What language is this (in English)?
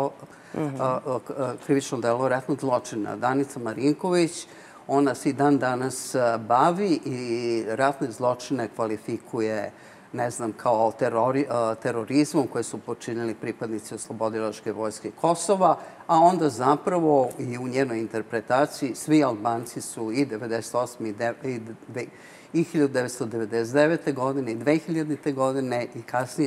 Serbian